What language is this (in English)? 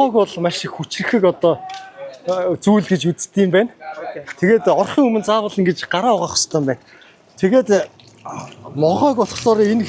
Mongolian